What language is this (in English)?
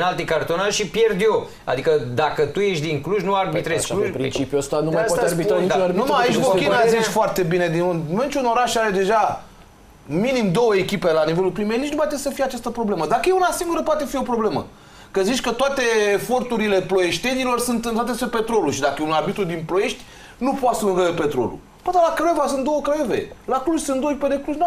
Romanian